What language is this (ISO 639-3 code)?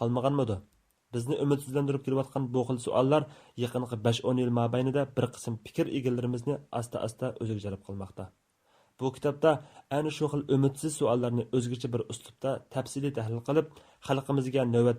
uig